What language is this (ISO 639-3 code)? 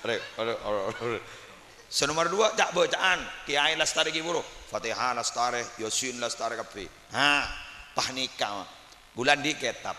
mad